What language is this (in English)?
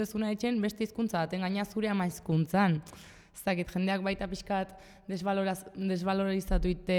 Basque